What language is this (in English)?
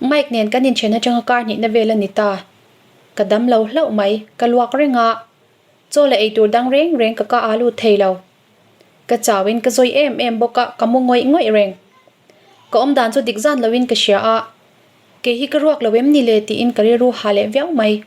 Mizo